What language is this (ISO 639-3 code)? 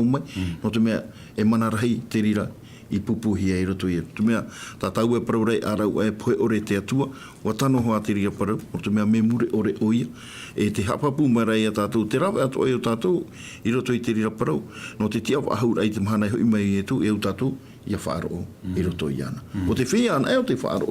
tah